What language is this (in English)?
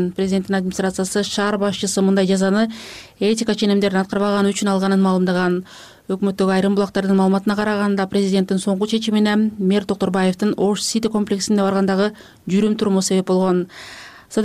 Kyrgyz